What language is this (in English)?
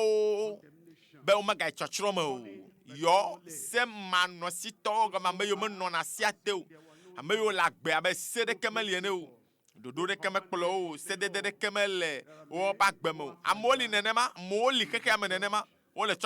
Ewe